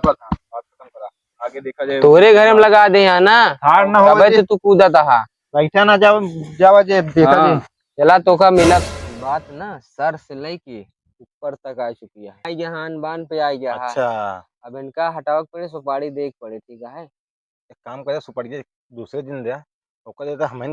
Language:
Awadhi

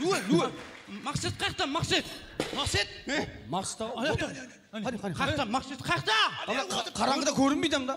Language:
Kara-Kalpak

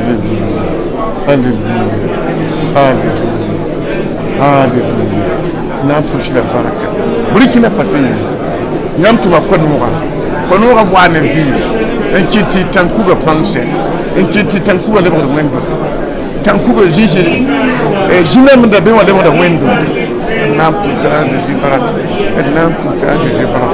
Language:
Mossi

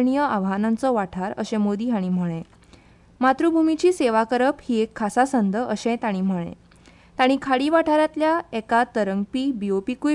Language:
Konkani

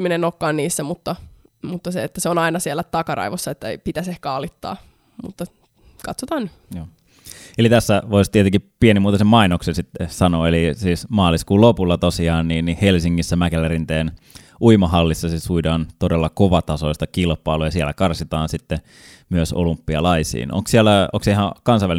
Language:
Finnish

